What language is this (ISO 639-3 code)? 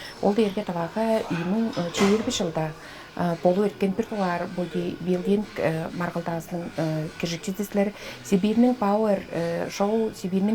tyv